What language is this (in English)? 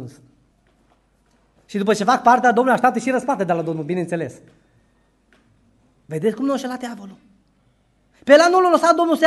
Romanian